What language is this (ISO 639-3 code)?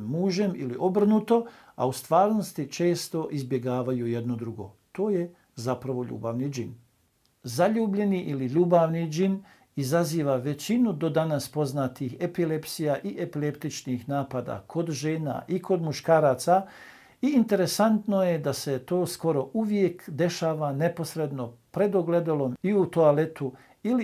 bos